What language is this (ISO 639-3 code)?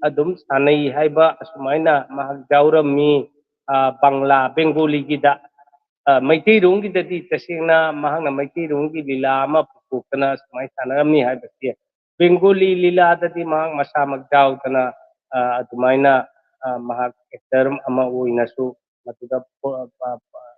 mni